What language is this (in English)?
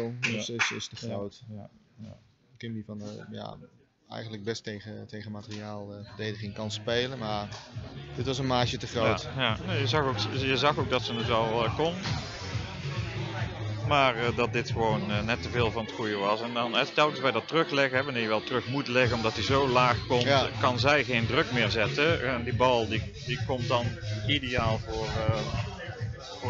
Dutch